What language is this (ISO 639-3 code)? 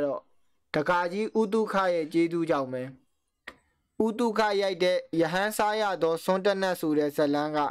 mya